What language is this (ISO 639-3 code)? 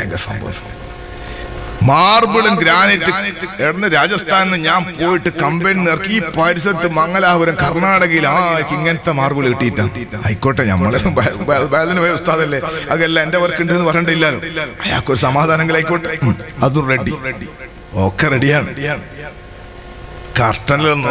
mal